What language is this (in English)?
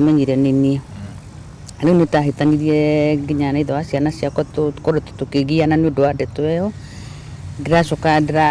Kikuyu